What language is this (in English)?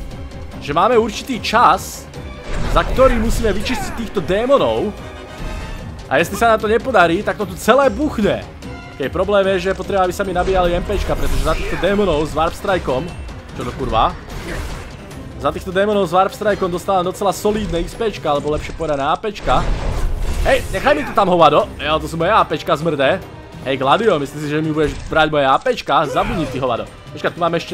Slovak